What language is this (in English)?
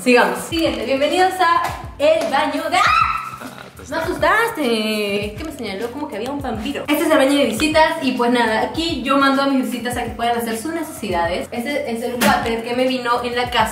Spanish